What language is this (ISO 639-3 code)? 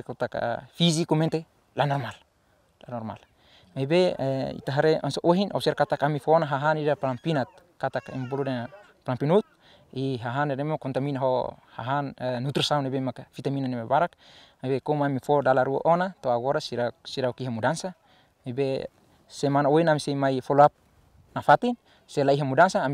tet